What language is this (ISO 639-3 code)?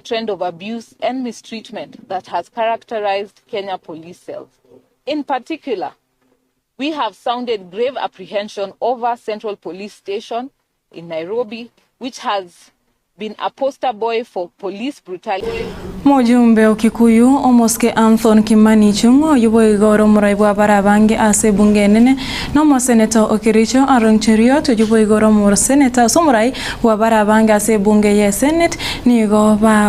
guz